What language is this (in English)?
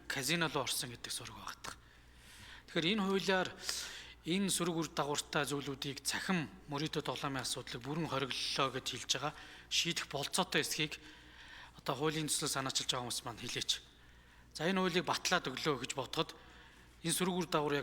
Mongolian